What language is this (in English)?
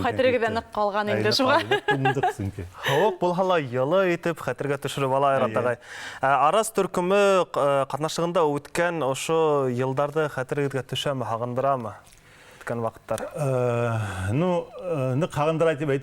Bashkir